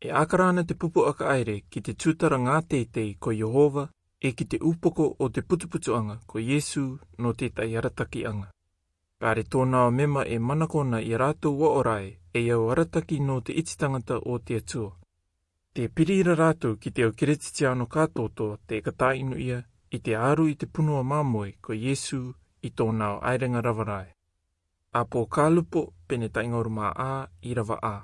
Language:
Albanian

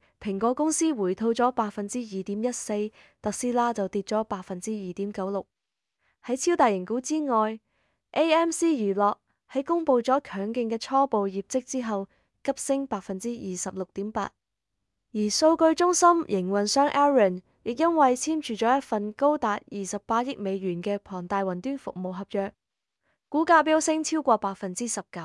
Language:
Cantonese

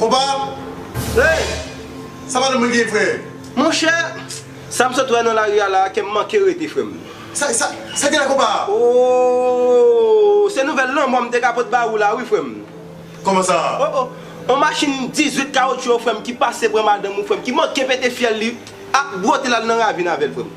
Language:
Haitian Creole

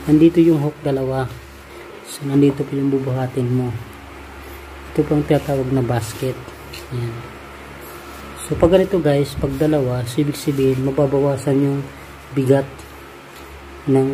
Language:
Filipino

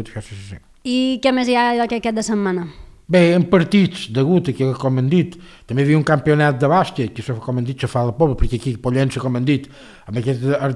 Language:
Catalan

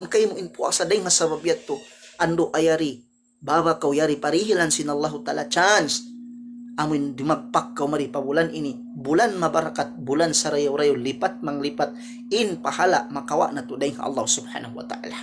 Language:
Tausug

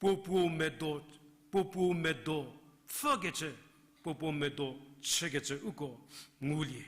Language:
Angami Naga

